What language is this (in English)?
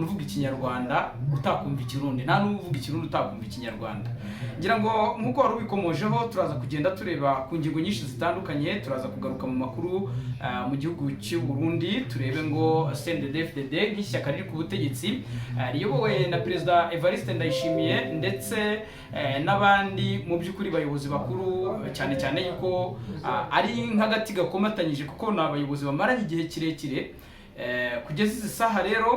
Kinyarwanda